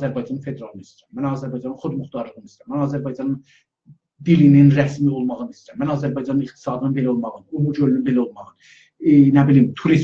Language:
South Azerbaijani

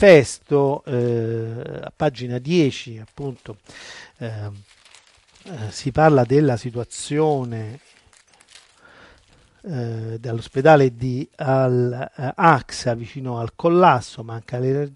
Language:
Italian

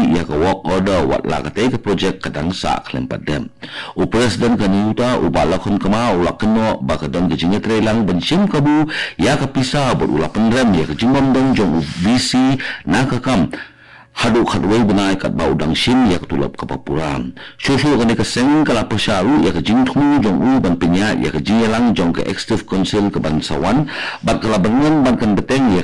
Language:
Khasi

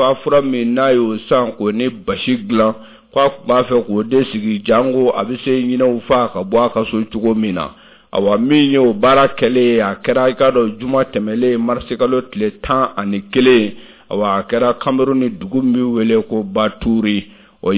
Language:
Bambara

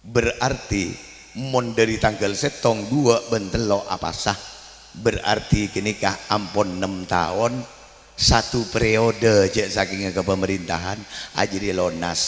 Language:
Madurese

